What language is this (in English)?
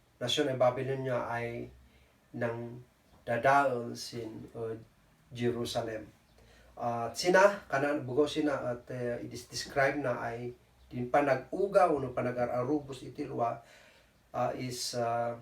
Kankanaey